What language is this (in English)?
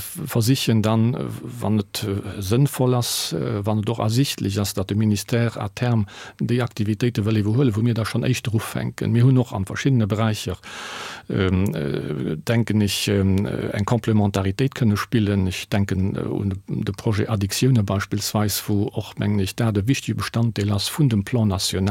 Luxembourgish